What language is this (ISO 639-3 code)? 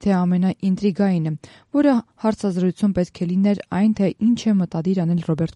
hye